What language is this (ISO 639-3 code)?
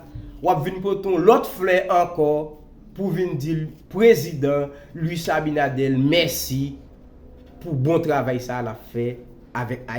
hat